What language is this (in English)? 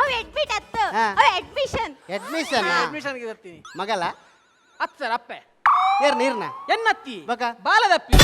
Tulu